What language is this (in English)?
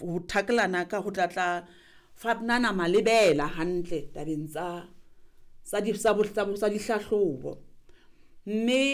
Southern Sotho